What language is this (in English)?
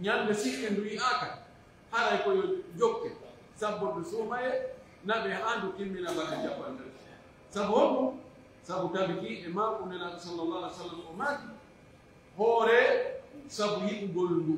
Pular